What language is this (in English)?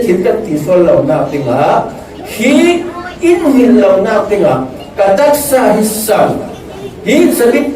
Falam Chin